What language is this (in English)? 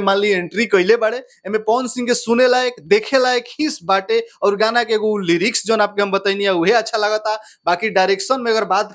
Bhojpuri